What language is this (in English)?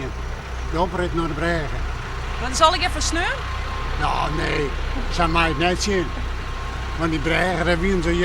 Western Frisian